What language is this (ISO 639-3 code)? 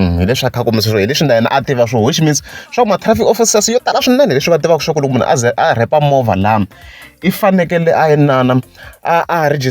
tso